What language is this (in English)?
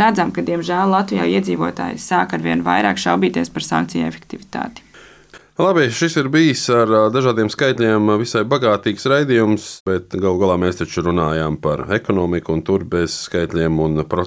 Latvian